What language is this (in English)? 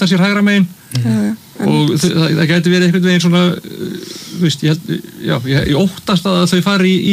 Icelandic